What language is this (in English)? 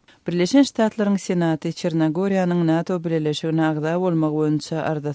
Turkmen